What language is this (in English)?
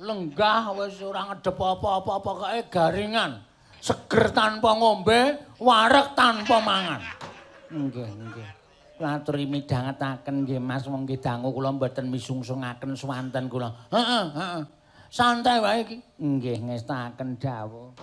Javanese